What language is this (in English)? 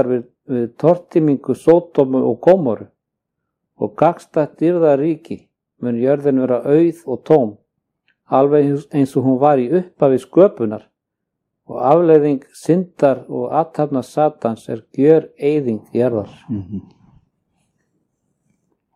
Icelandic